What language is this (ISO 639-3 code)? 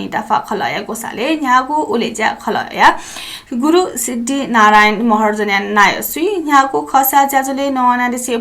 new